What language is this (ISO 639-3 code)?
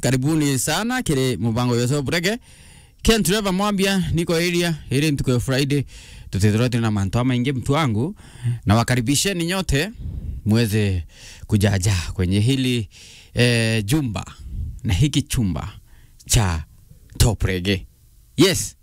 mer